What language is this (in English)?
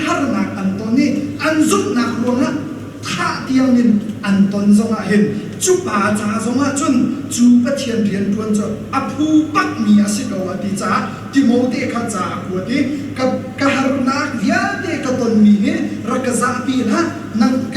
Hakha Chin